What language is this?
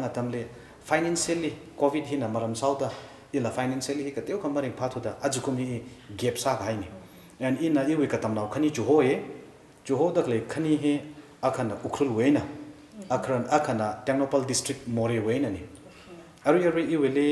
Tangkhul Naga (India)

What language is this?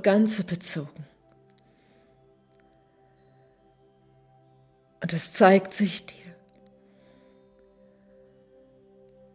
German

